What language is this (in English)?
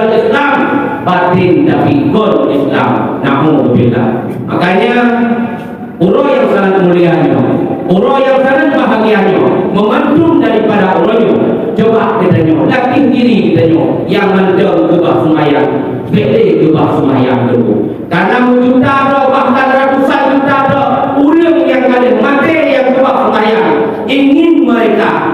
Achinese